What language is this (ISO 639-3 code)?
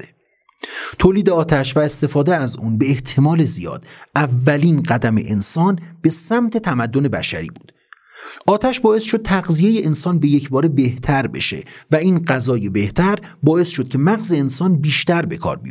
fas